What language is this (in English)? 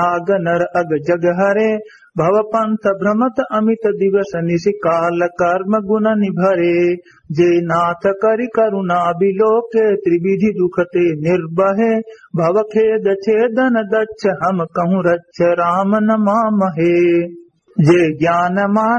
Awadhi